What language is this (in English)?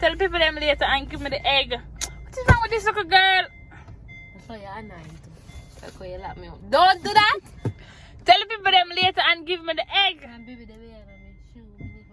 Jamaican Creole English